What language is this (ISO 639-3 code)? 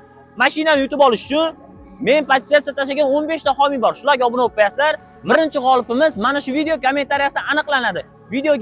uzb